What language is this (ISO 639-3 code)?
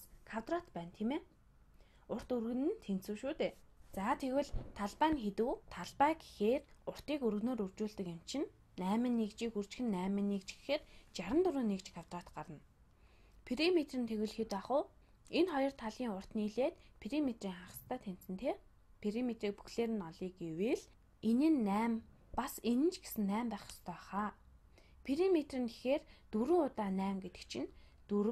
mon